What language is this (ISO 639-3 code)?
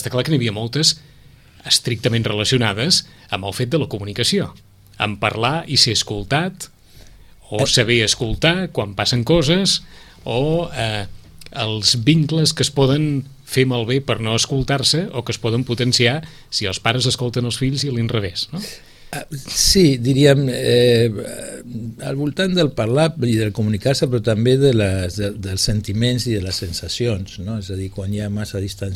cat